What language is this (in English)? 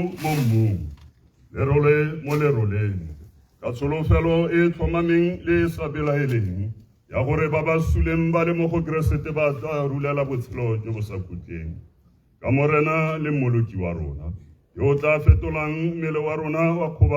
Tswana